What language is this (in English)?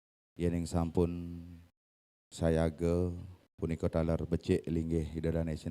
Balinese